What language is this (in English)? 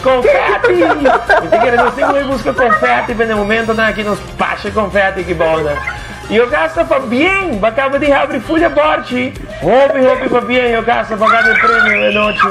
Papiamento